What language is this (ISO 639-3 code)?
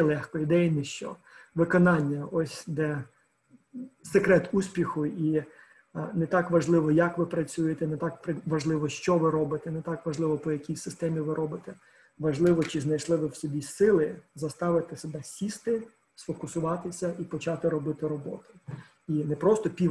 ukr